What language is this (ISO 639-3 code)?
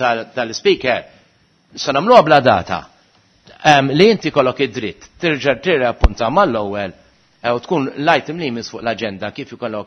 mlt